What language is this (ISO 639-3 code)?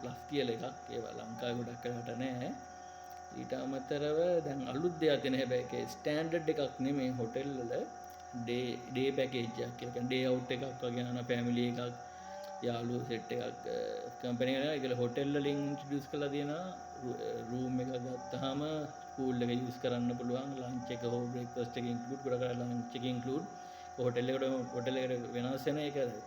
sin